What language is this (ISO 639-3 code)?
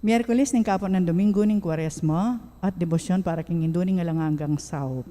pam